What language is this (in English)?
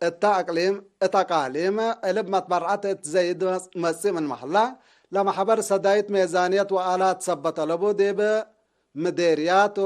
Tigre